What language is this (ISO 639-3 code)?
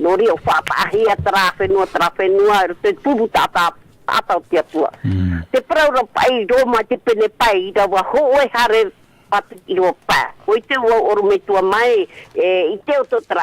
tah